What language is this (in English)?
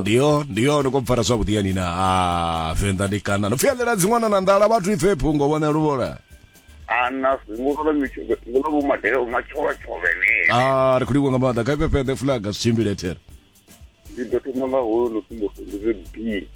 Venda